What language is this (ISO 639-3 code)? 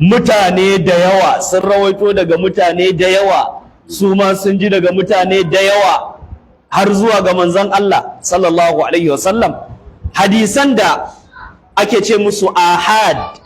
hau